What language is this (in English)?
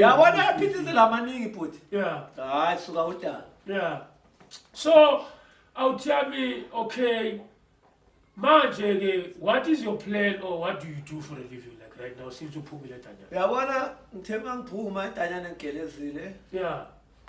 Zulu